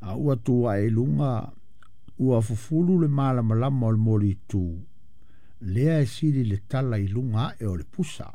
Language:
Samoan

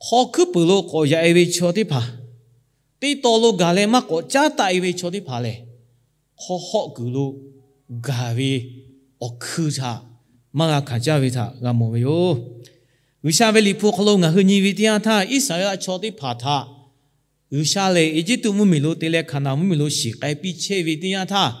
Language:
Lahu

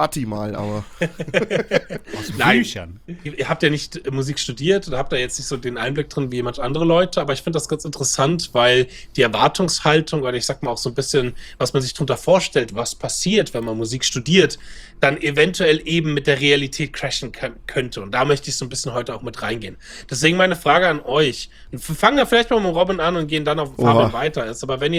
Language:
German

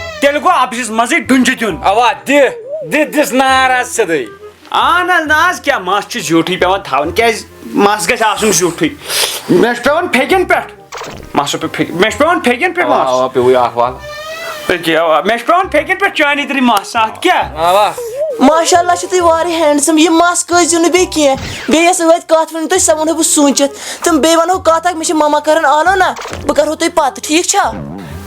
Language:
Kashmiri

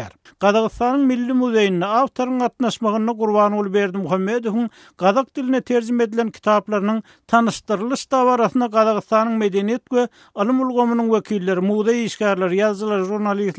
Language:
Turkmen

